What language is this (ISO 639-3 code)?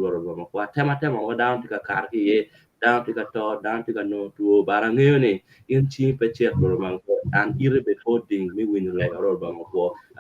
ach